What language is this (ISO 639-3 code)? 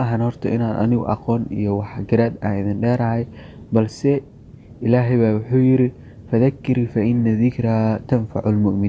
som